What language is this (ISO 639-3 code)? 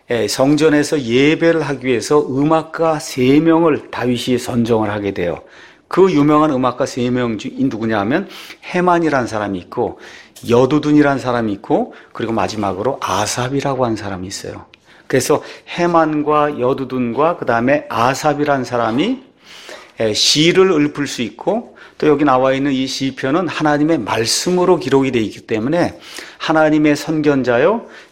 kor